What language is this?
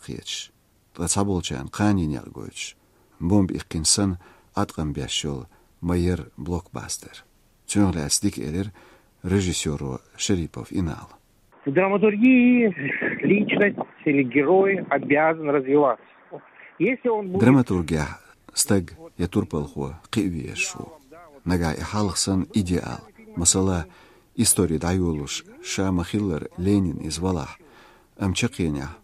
Chechen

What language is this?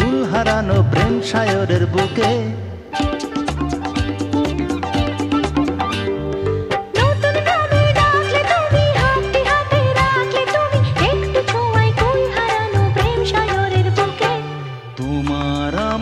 Bangla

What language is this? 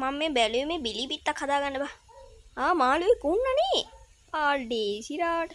Sinhala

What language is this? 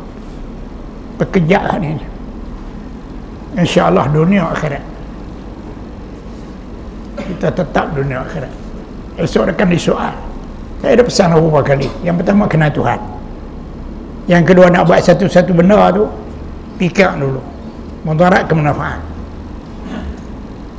Malay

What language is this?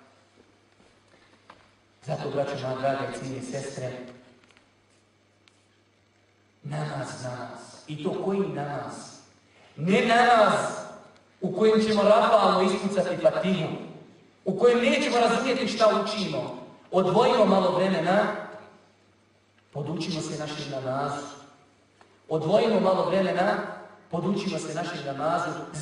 Bosnian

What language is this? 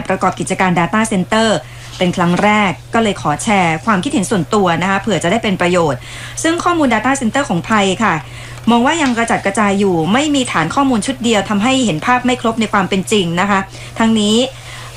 Thai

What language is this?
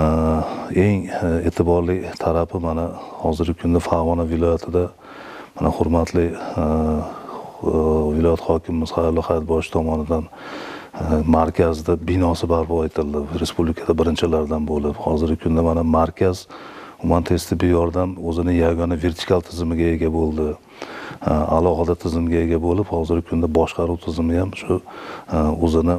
Uzbek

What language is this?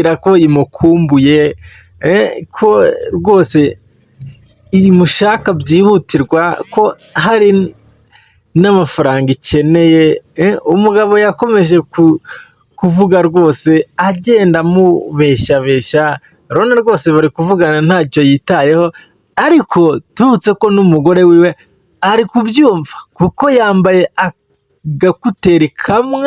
Kinyarwanda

